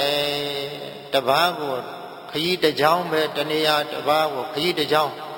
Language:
Burmese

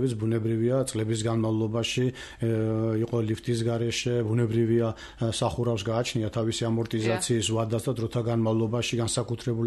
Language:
Georgian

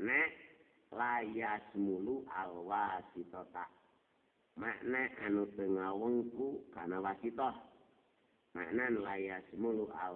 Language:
Sundanese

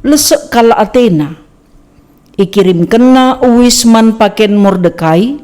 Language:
Batak Karo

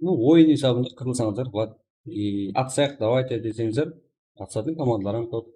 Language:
Kara-Kalpak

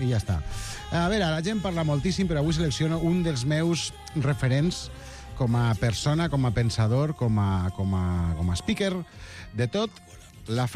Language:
Catalan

